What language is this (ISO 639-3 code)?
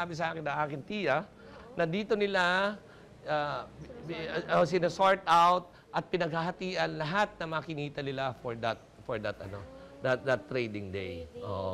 fil